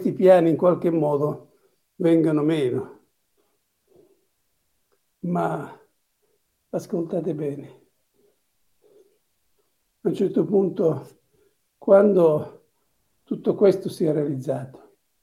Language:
Italian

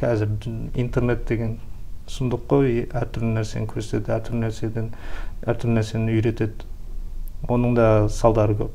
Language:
Kazakh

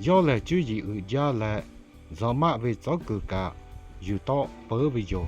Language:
Lahu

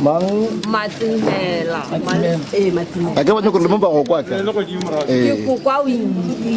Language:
Northern Sotho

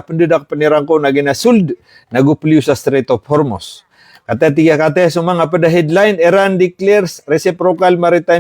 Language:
Maranao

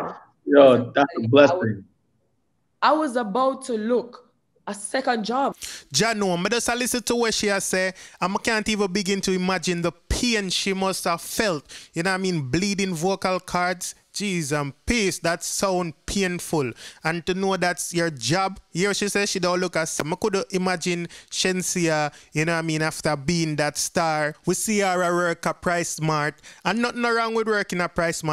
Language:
Jamaican Creole English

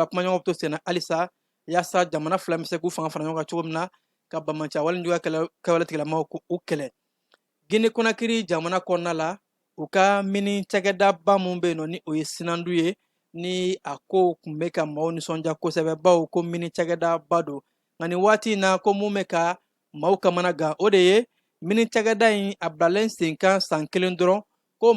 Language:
Bambara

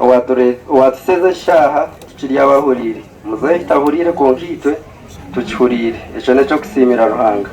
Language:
Nyankole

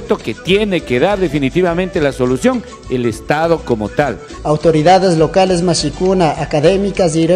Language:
Chimborazo Highland Quichua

